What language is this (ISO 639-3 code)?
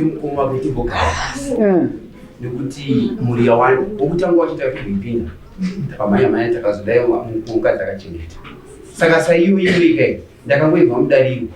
sna